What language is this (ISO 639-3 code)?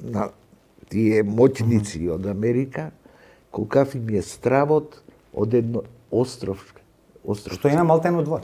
mkd